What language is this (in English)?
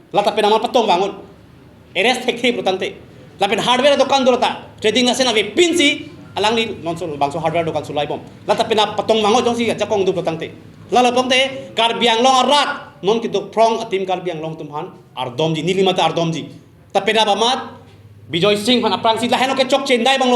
Karbi